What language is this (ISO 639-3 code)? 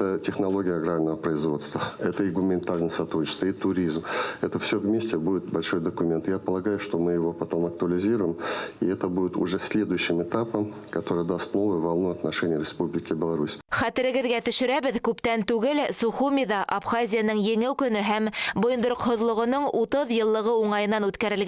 bak